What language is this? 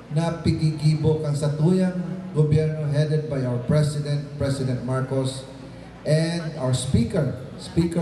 Bikol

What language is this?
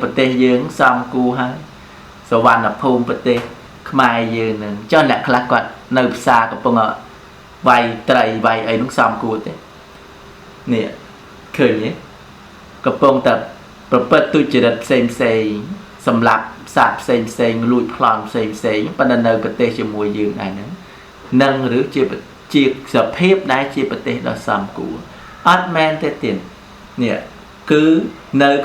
Khmer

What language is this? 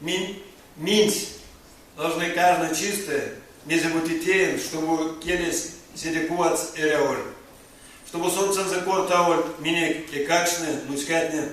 Erzya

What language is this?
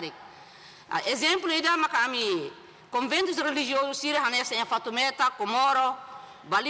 Tetum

